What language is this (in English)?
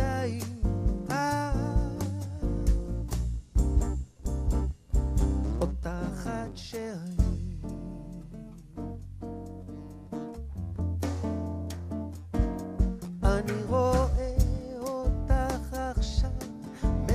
Hebrew